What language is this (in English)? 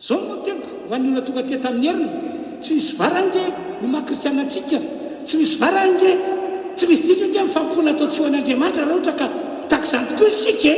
Malagasy